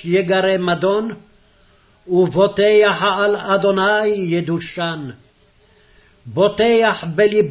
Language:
Hebrew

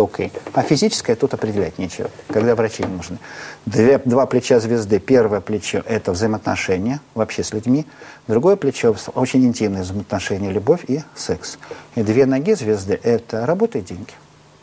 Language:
Russian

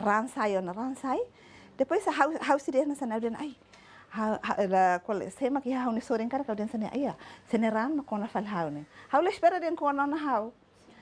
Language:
Tetum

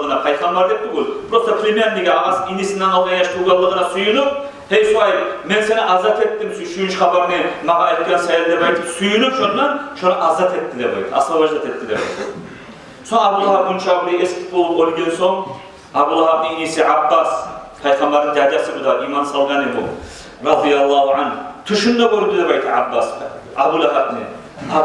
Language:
Kumyk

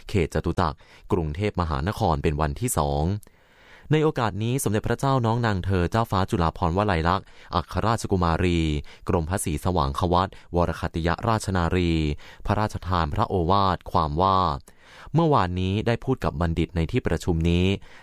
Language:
Thai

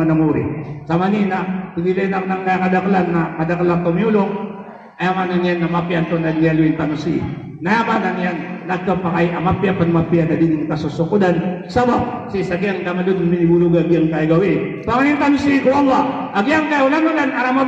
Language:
Maranao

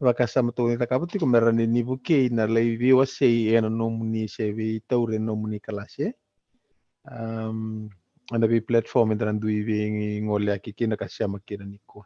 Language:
Fijian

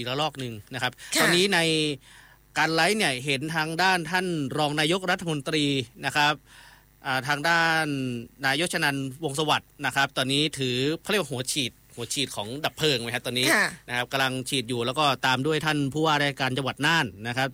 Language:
Thai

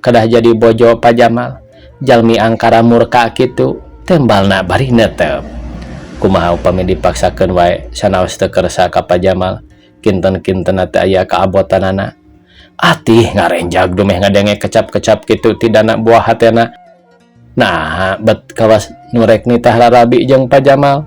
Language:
Sundanese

